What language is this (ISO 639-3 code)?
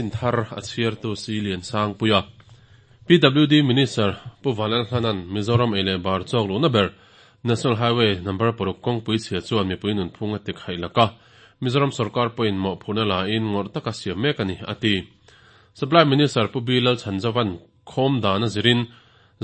lus